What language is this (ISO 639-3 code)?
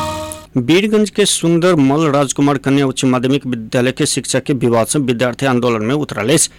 mai